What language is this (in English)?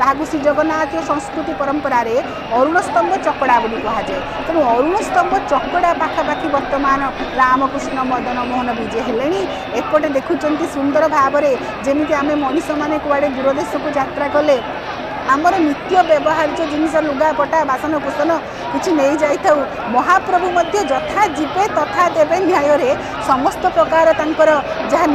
Odia